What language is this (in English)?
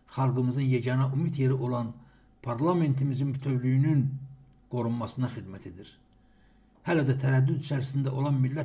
Azerbaijani